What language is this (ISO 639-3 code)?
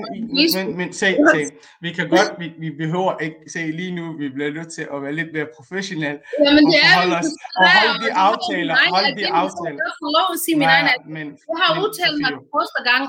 dan